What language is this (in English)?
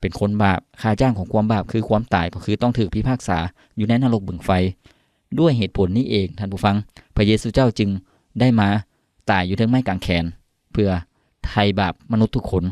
Lao